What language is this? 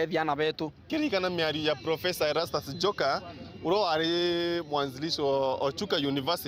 Meru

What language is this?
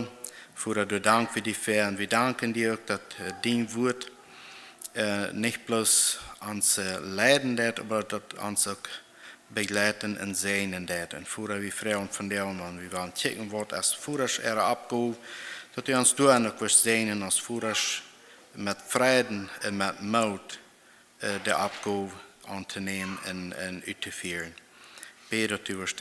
Plautdietsch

